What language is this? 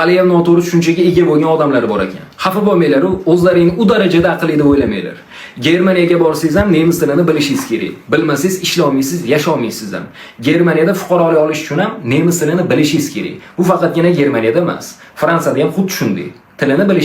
Uzbek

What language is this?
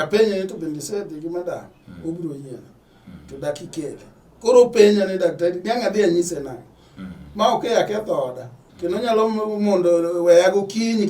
Luo (Kenya and Tanzania)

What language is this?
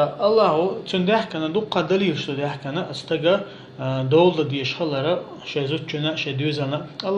Chechen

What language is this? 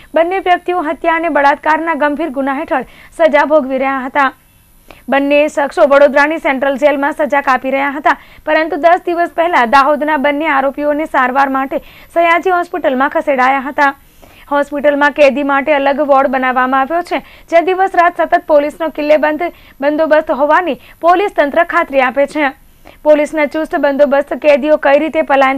Gujarati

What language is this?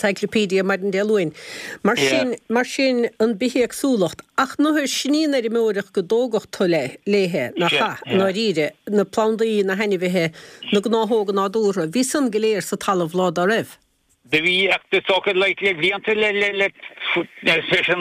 Irish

